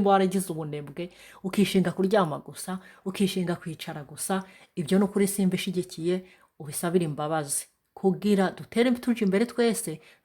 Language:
Rundi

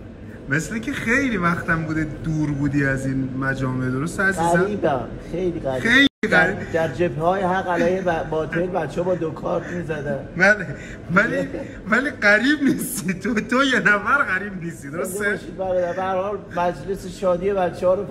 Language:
Persian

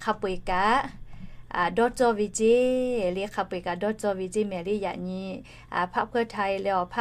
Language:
Lahu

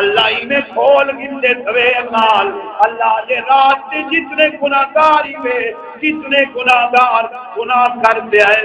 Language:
Saraiki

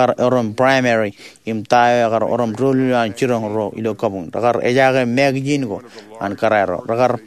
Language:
Marshallese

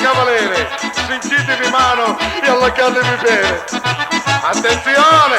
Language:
Sicilian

